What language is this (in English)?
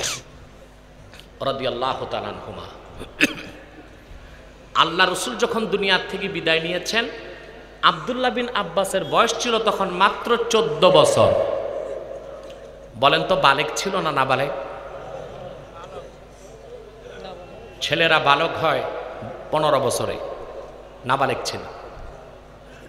Bangla